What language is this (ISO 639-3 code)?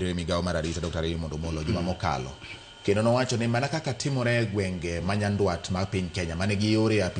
luo